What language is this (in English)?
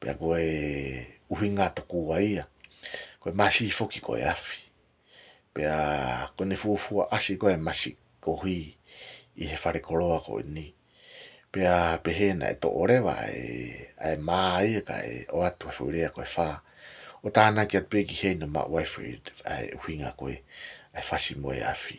Tongan